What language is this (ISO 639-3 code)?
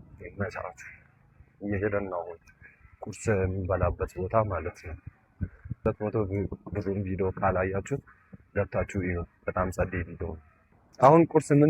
amh